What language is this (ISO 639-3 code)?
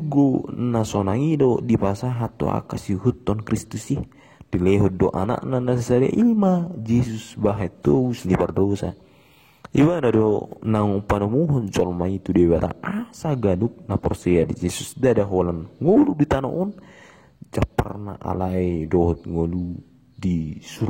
bbc